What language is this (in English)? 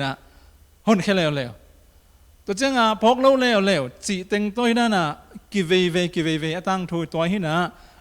Tedim Chin